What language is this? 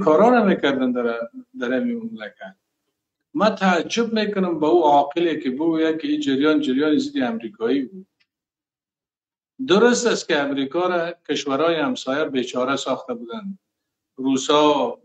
Persian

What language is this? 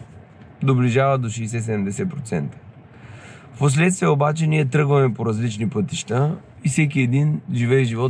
Bulgarian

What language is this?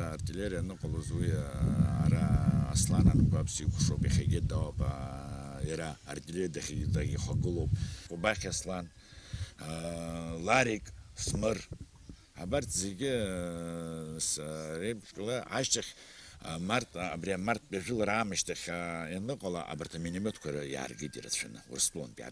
Abkhazian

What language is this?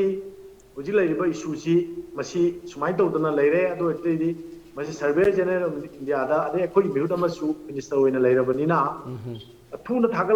Manipuri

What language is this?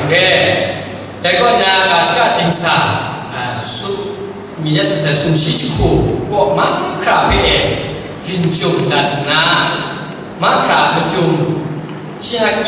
Kachin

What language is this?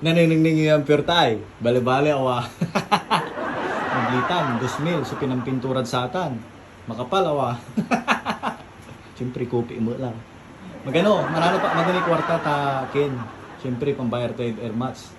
Pangasinan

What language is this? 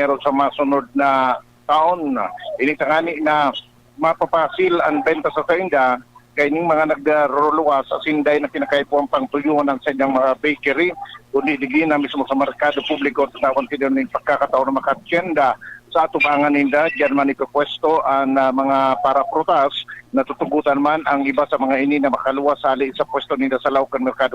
Bikol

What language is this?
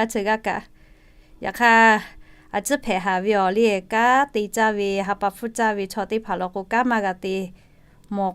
Lahu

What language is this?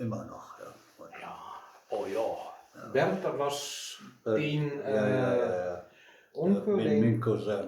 Westphalien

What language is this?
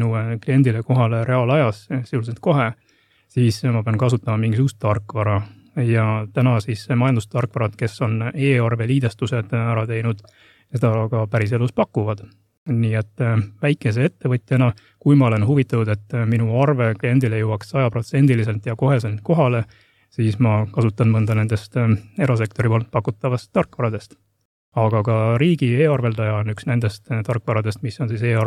Estonian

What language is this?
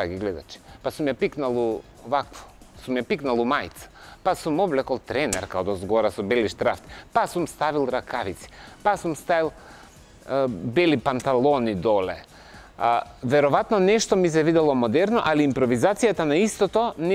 Macedonian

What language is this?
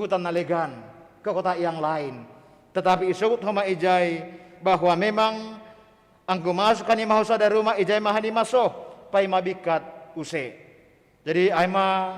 Batak Simalungun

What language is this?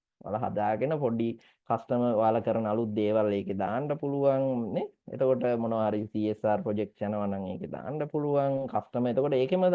Sinhala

